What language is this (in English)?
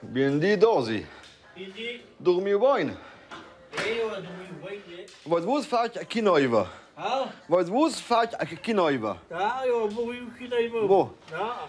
Romansh